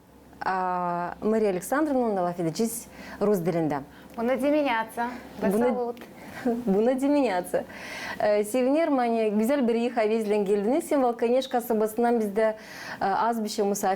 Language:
Gagauz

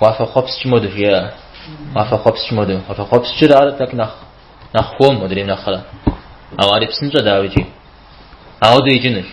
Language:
Kabardian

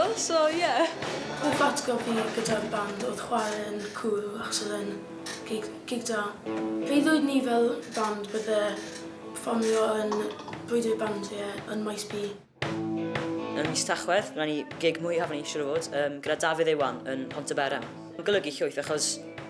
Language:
Welsh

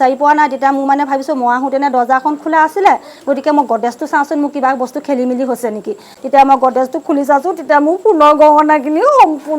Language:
Assamese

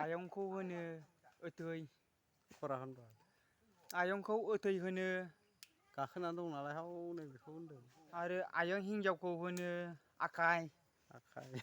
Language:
Bodo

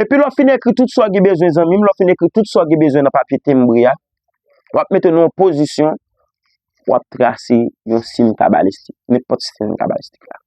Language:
Haitian Creole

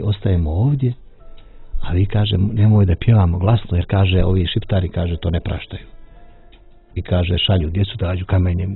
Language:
Bosnian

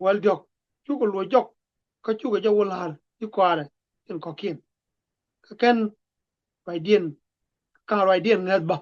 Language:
Nuer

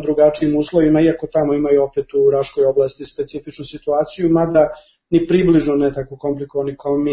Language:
Serbian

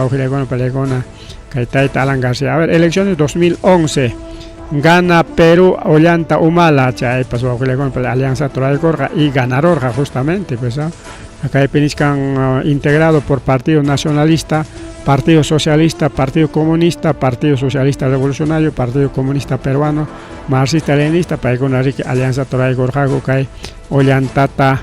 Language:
Ayacucho Quechua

